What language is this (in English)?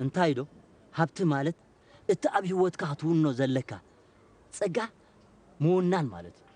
Tigrinya